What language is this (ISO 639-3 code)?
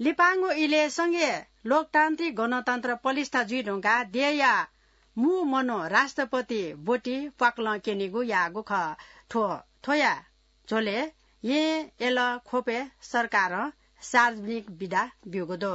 new